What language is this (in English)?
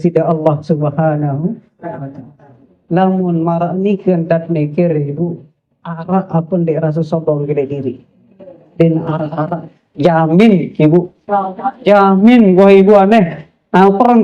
Sasak